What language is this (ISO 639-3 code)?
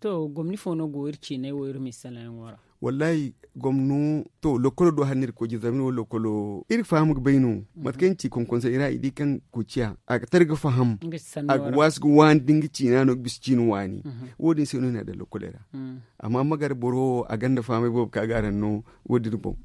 dje